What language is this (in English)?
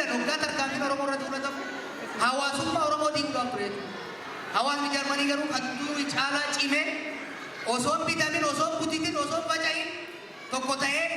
Oromo